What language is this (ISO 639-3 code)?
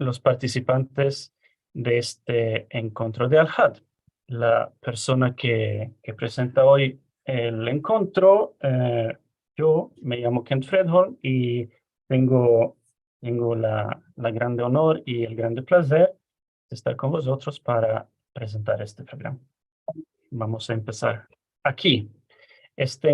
lad